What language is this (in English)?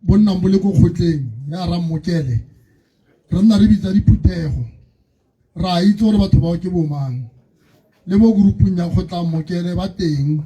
Tswana